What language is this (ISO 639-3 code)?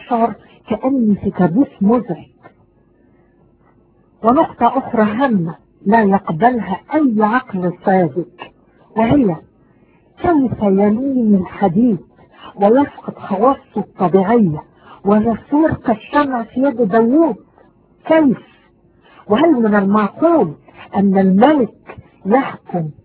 ara